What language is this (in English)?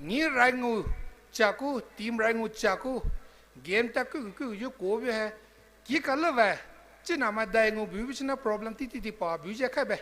Poumei Naga